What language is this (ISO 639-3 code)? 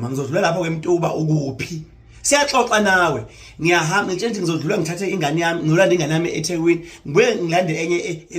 zul